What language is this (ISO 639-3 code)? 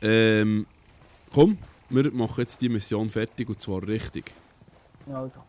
gsw